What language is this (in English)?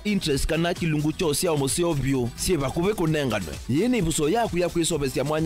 Kamba